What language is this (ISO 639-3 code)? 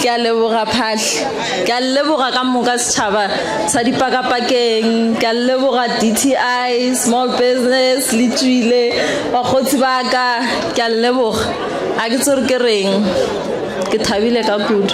nso